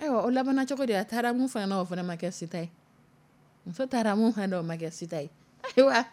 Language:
Dyula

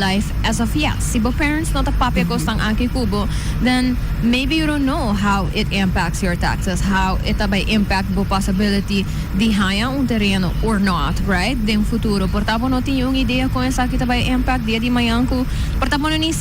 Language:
Papiamento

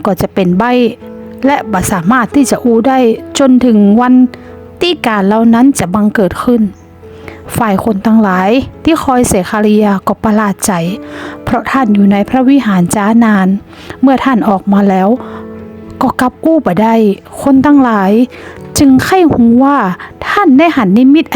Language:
Northern Thai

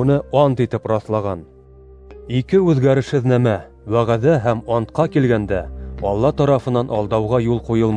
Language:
Bashkir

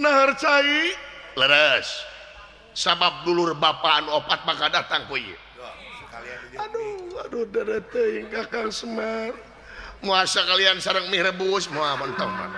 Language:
Sundanese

